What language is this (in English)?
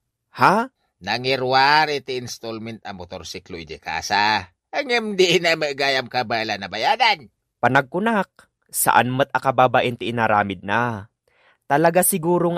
Iloko